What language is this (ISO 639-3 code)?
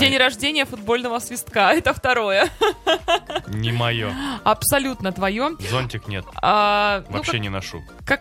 rus